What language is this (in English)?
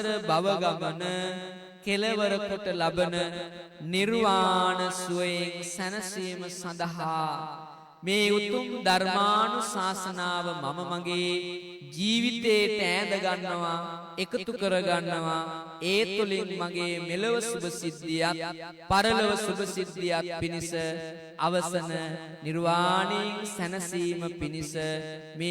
Sinhala